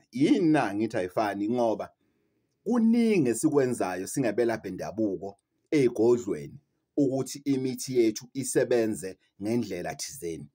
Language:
Zulu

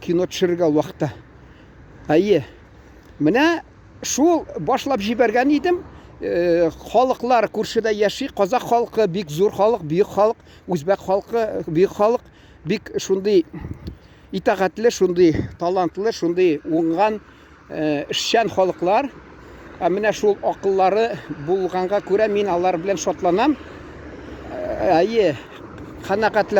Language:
Tatar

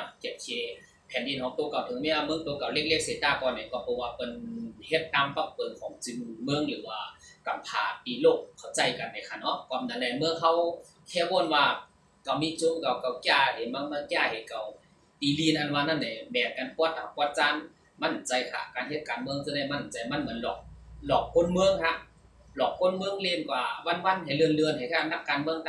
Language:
Shan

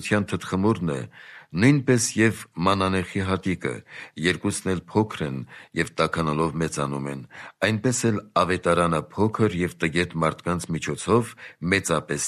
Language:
Armenian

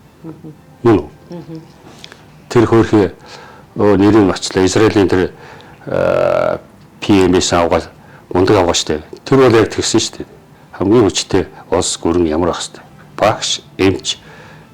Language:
Mongolian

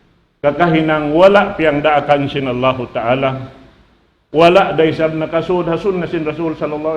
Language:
Tausug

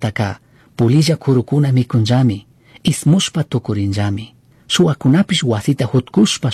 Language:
Chimborazo Highland Quichua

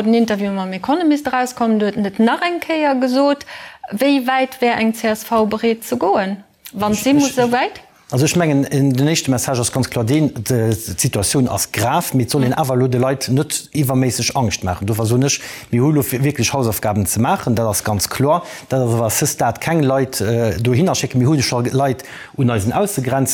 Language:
Luxembourgish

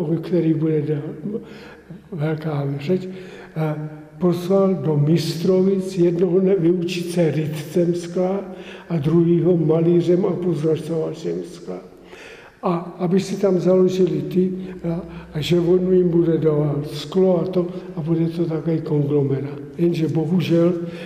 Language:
Czech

